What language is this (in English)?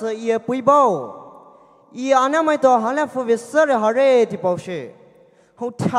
Poumei Naga